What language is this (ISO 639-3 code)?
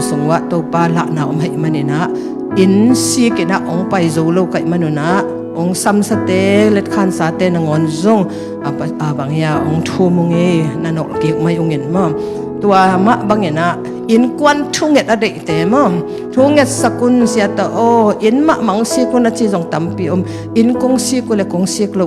ctd